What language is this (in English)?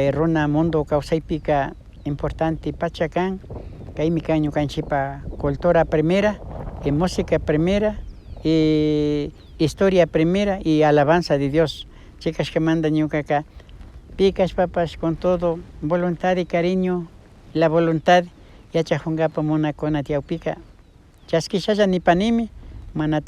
Imbabura Highland Quichua